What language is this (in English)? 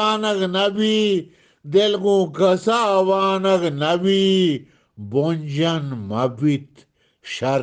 Eastern Balochi